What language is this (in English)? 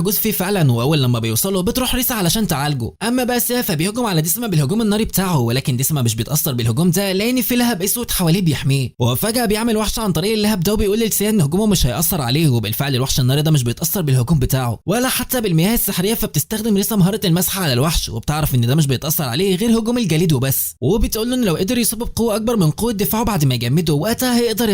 Egyptian Arabic